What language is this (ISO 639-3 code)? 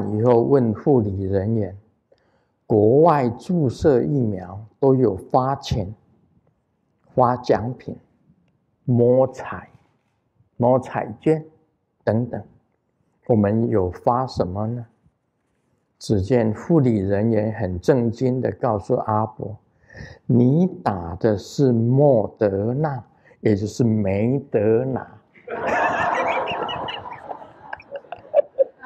zho